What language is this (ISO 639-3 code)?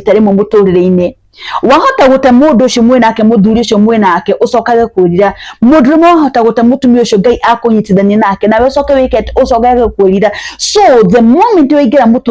kik